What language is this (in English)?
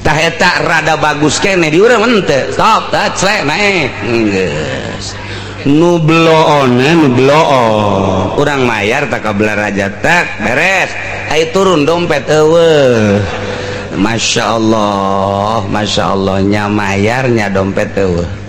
Sundanese